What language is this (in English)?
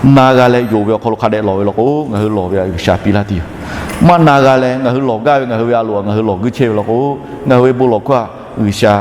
Lahu